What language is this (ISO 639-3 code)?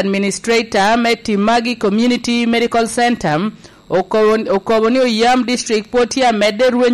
laj